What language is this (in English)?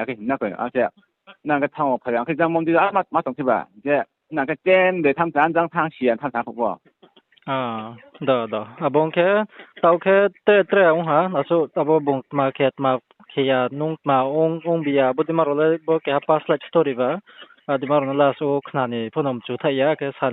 Riang (India)